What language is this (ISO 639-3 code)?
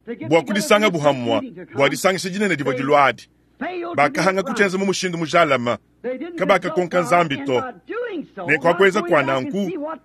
lua